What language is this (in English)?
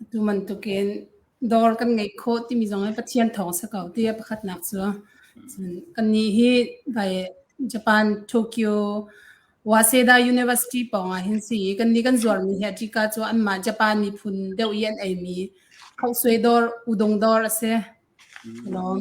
Hakha Chin